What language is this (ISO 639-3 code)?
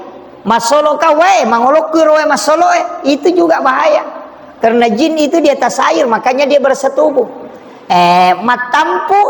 bug